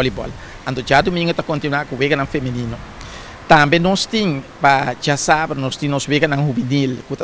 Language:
Papiamento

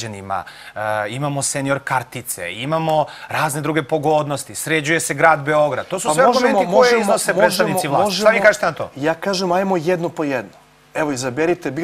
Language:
Serbian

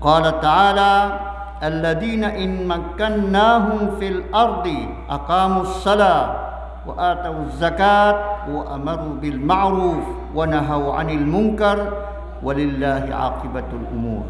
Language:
Maranao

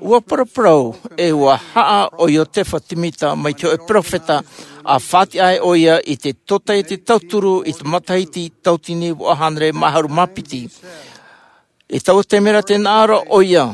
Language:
Tahitian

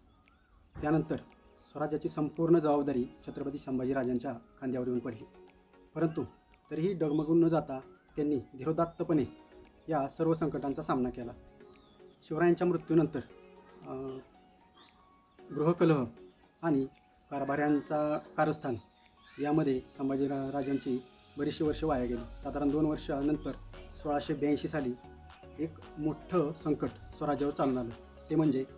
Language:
Marathi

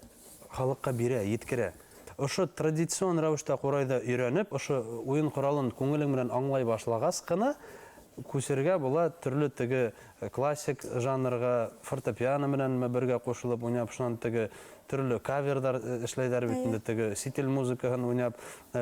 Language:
Bashkir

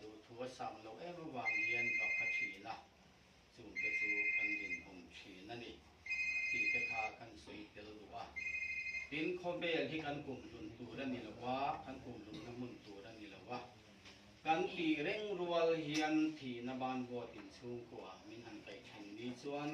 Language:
Mizo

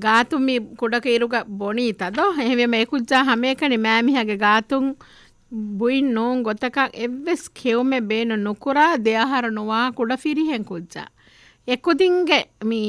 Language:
Divehi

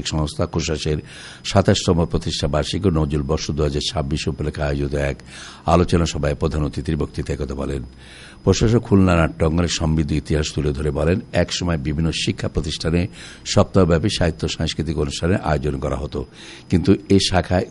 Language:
Bangla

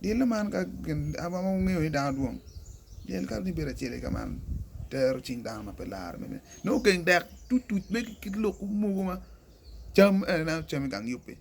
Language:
Acoli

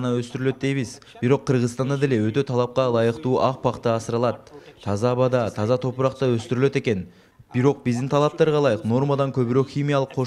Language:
Kyrgyz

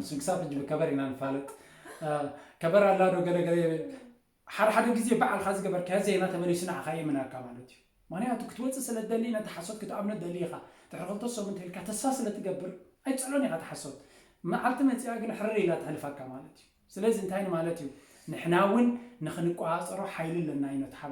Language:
Tigrinya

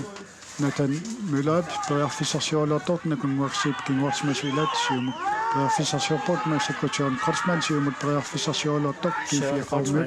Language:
Kalaallisut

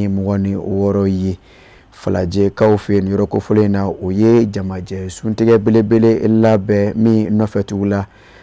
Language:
Bambara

